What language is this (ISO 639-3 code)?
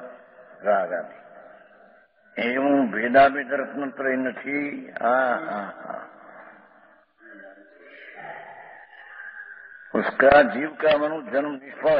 guj